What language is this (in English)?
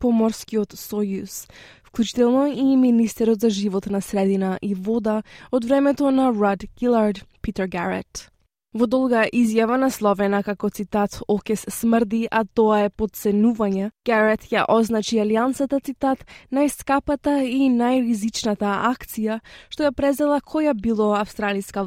Macedonian